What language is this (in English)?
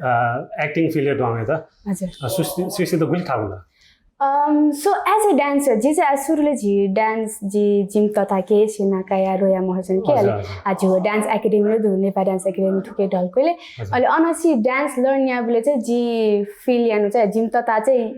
Newari